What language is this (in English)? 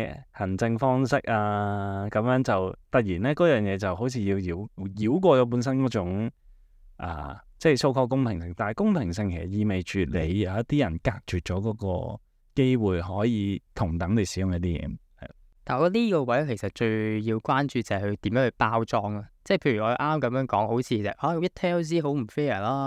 Cantonese